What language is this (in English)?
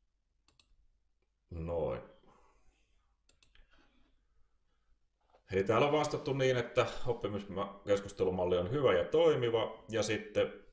Finnish